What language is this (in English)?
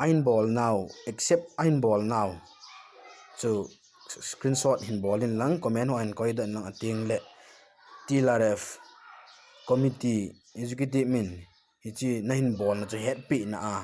Thado Chin